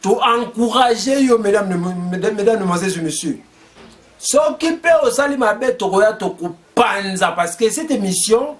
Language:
Lingala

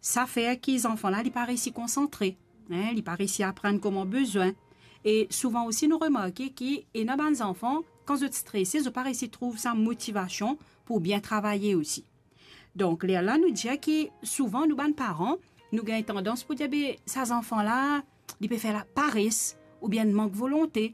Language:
Morisyen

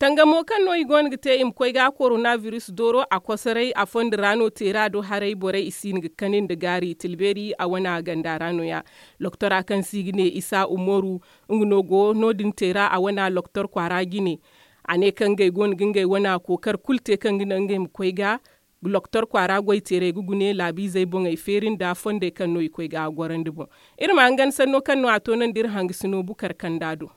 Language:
Zarma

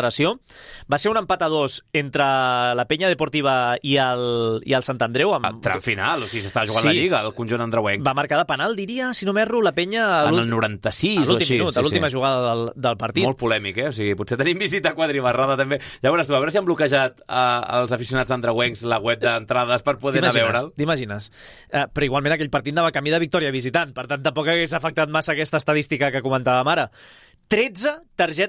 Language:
Catalan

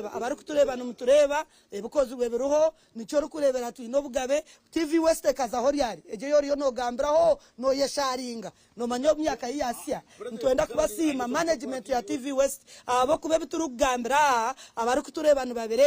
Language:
Nyankole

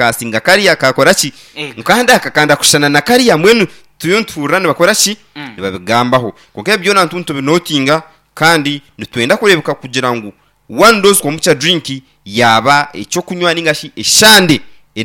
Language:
Nyankole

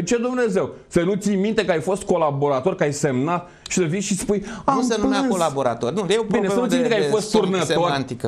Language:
Romanian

